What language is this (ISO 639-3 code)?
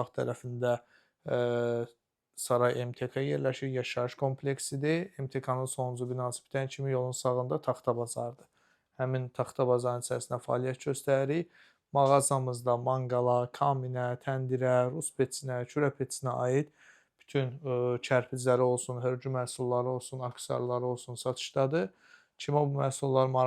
aze